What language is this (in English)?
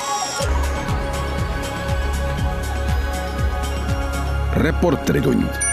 Estonian